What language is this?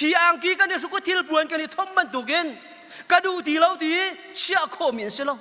Hakha Chin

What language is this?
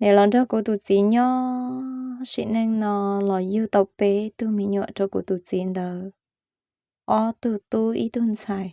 Hmong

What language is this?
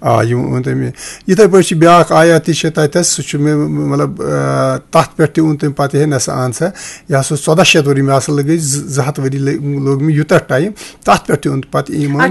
Kashmiri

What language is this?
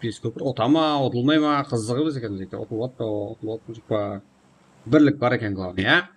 Kara-Kalpak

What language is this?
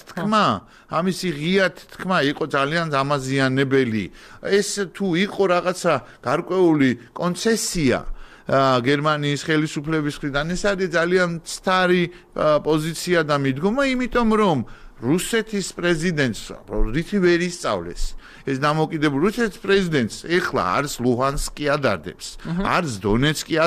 Georgian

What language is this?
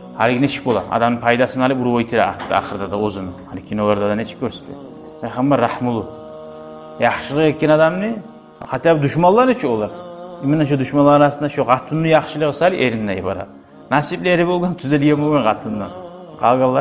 Kumyk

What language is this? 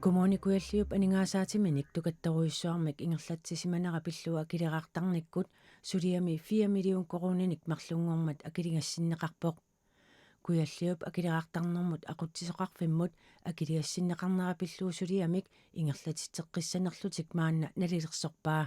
Kalaallisut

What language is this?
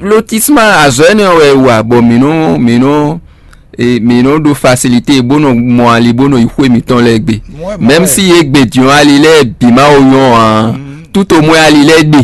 Fon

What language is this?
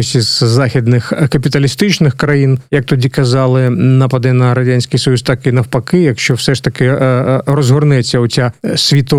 Ukrainian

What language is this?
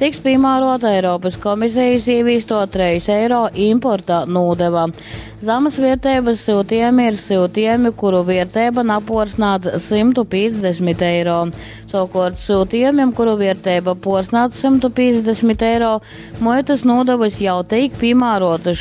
Latgalian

